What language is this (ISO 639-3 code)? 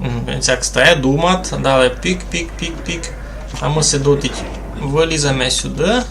rue